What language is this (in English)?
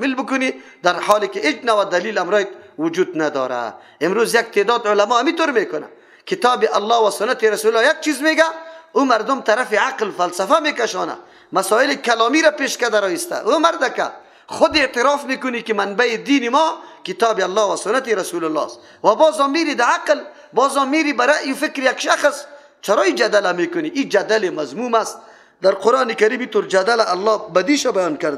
Persian